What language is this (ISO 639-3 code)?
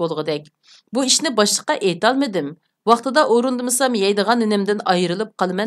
uig